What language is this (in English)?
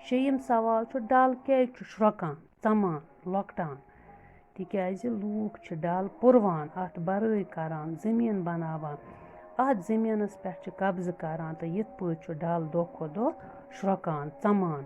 Kashmiri